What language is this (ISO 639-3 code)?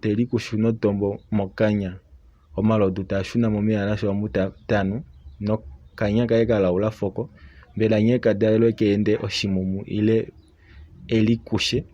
kua